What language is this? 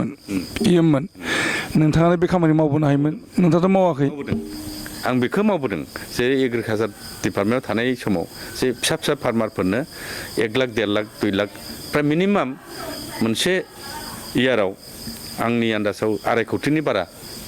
Bodo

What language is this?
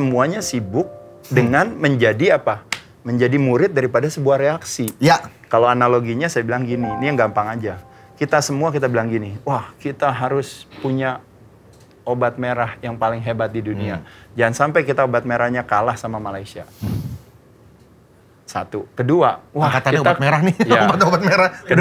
Indonesian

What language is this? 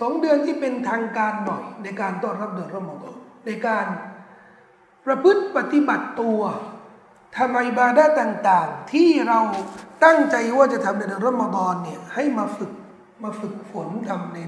Thai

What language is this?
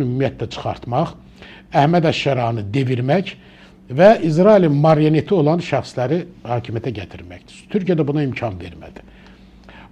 Azerbaijani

